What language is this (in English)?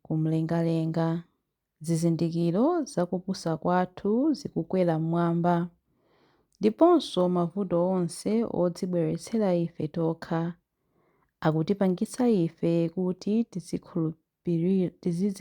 Nyanja